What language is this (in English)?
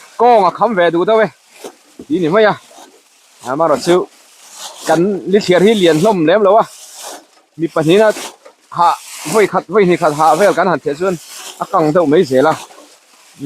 Mizo